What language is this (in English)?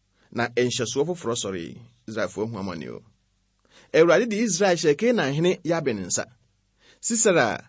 Akan